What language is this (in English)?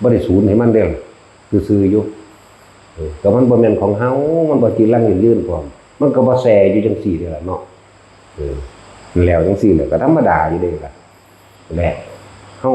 Northeastern Thai